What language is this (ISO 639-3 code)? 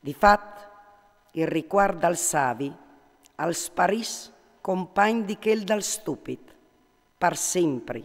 fur